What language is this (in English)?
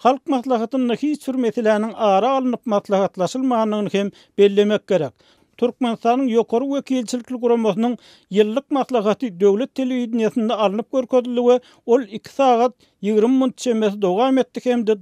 Turkmen